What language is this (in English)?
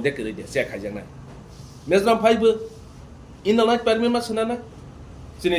Kok Borok